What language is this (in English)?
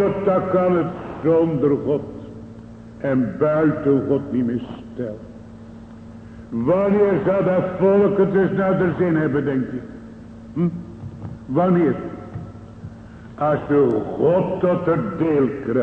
Dutch